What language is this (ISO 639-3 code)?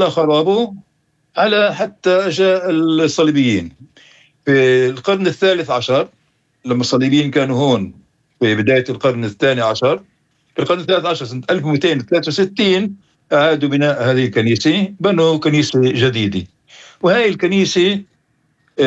apc